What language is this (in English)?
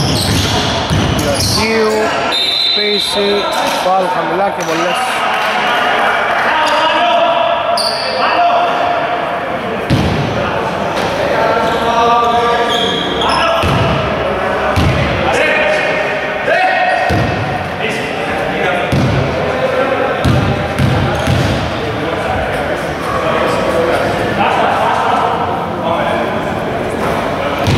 Greek